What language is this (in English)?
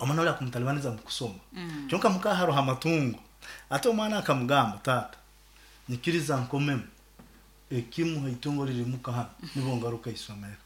Nyoro